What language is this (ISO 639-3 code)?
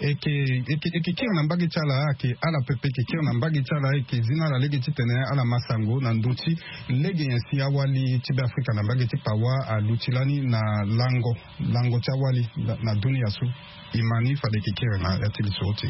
sag